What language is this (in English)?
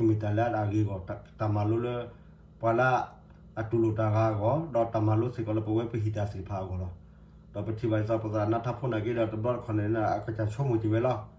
S'gaw Karen